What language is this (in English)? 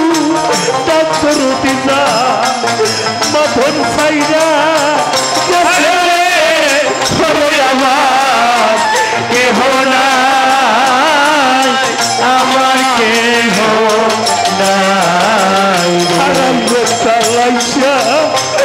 Bangla